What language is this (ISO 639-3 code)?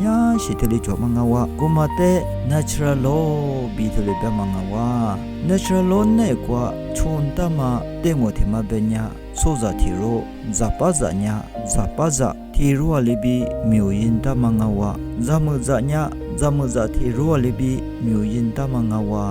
lis